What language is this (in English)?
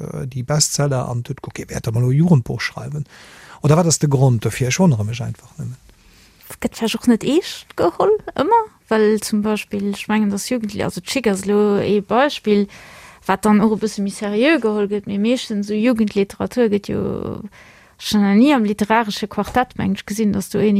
Luxembourgish